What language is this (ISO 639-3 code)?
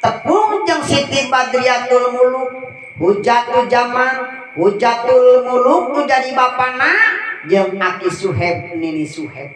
sun